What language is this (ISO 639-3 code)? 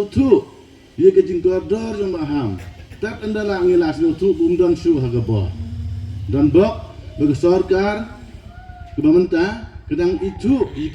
kha